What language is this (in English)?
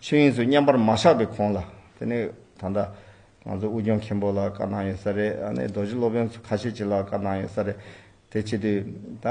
Tibetan